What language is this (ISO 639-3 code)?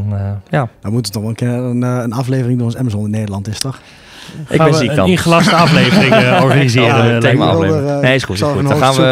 nld